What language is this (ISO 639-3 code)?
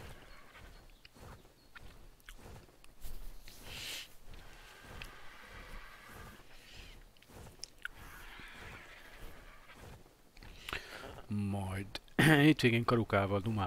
hun